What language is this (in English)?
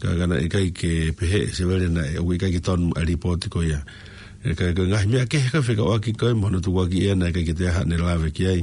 Tongan